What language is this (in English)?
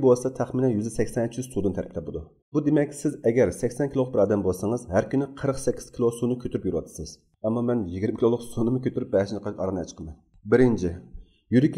Uyghur